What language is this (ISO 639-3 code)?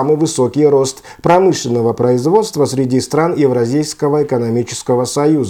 rus